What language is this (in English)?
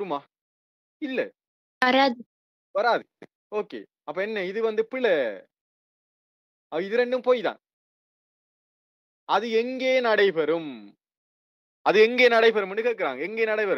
Tamil